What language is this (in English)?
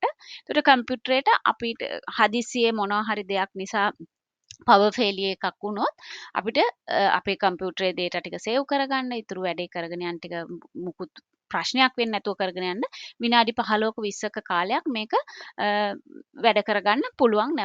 Sinhala